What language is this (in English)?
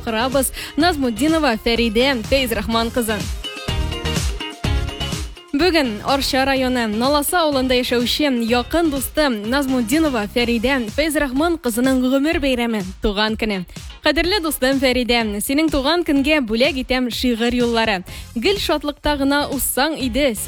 Tatar